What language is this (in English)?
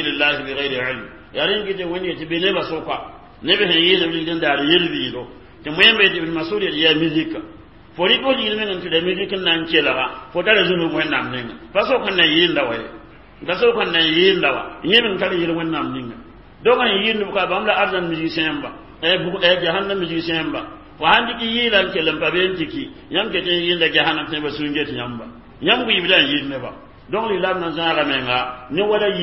Mossi